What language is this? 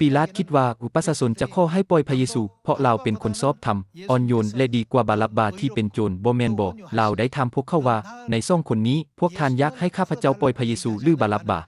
Lao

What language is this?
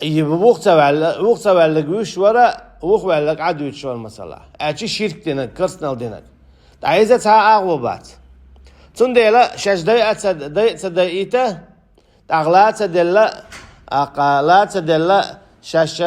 Chechen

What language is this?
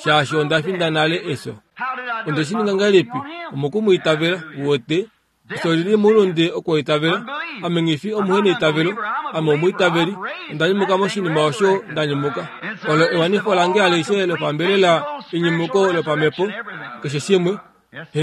Kuanyama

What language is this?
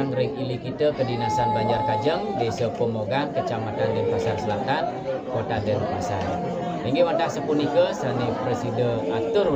Balinese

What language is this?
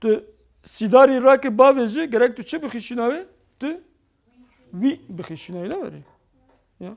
Kurdish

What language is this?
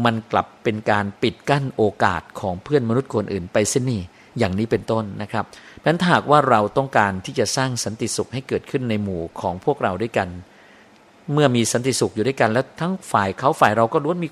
Thai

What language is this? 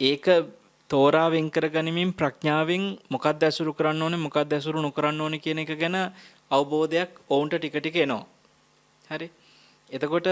Sinhala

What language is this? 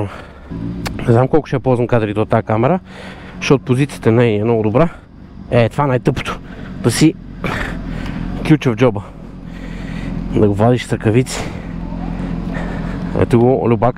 Bulgarian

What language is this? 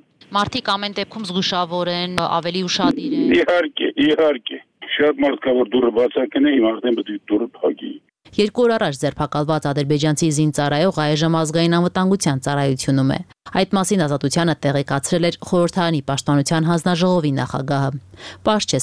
Armenian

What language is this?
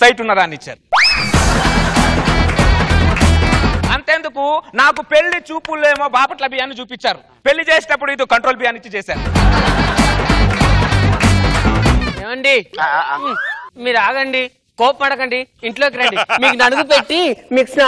Telugu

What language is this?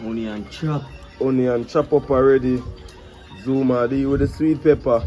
Jamaican Creole English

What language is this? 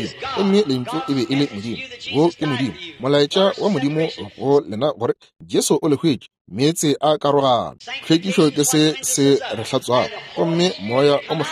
Northern Sotho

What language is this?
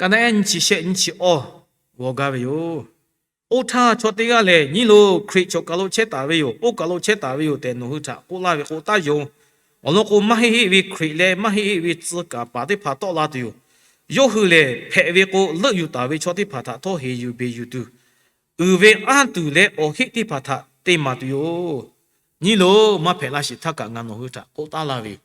Lahu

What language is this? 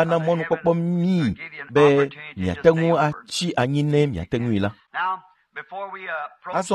Ewe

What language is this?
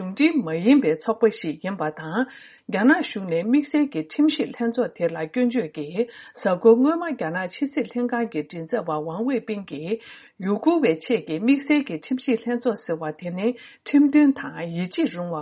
Tibetan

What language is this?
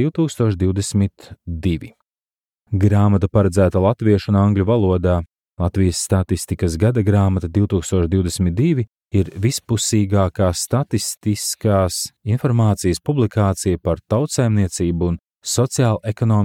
Latvian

